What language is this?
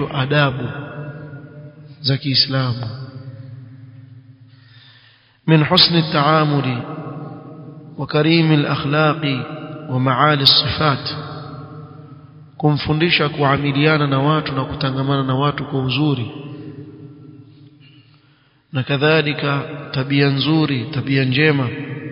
Swahili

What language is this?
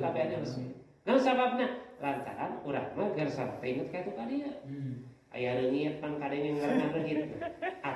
Sundanese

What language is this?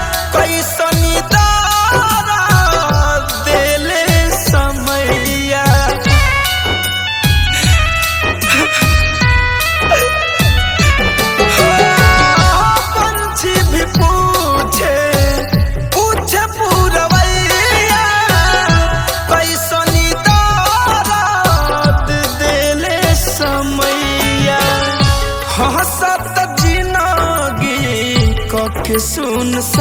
Bhojpuri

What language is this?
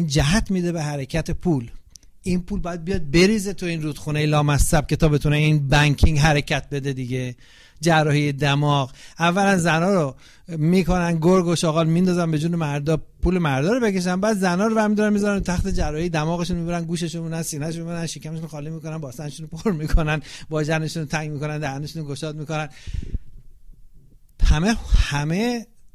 Persian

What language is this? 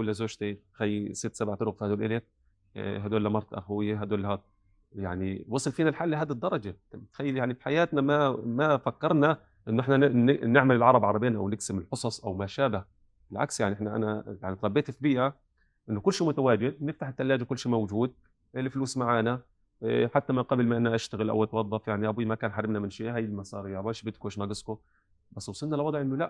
North Levantine Arabic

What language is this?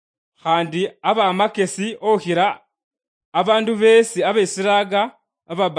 Luyia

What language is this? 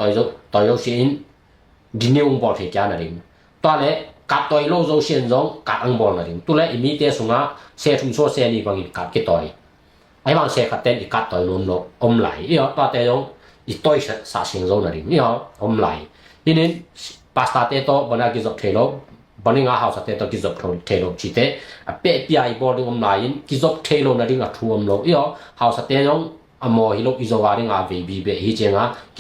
Tedim Chin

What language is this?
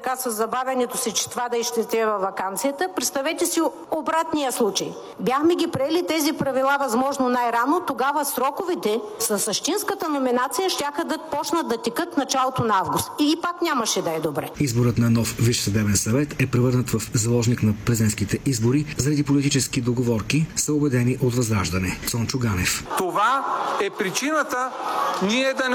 Bulgarian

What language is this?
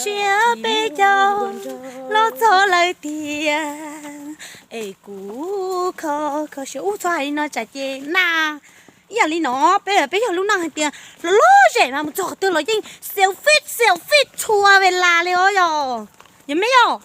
Hmong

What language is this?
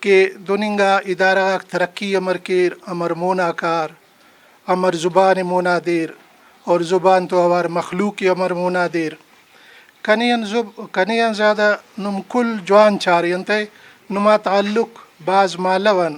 Brahui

